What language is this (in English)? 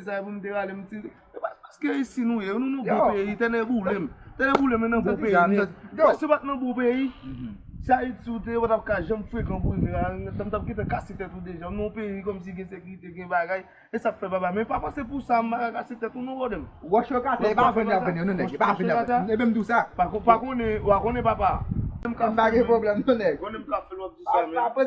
Haitian Creole